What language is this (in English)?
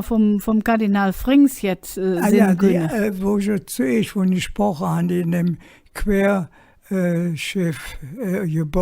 Colognian